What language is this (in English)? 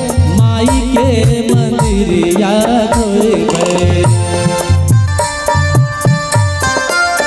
Bhojpuri